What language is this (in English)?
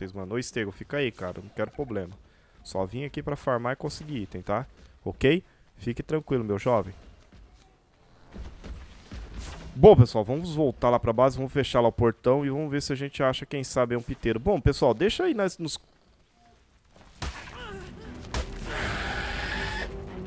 Portuguese